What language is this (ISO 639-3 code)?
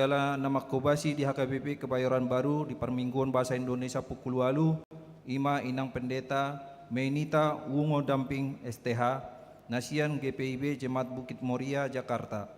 bbc